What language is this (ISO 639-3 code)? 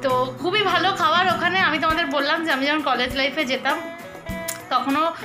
ben